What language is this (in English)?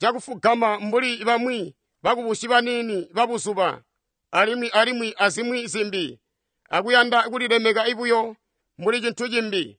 Tonga (Zambia)